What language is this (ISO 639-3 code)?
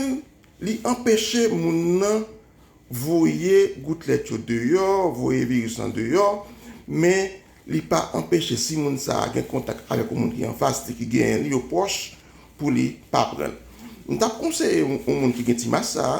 hat